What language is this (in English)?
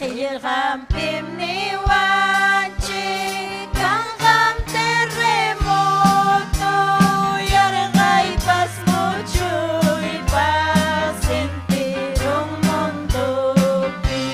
Ayacucho Quechua